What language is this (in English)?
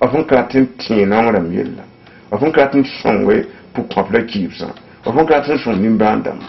Mossi